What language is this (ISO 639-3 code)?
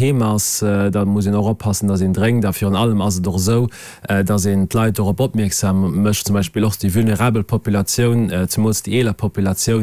ltz